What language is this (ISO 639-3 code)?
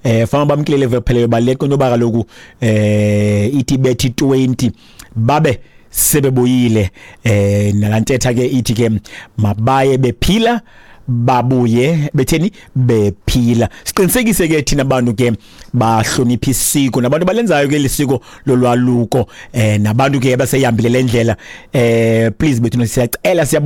xho